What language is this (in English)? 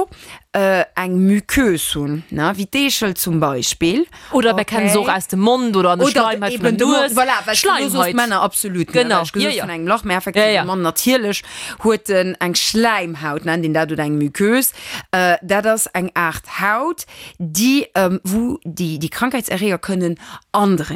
Luxembourgish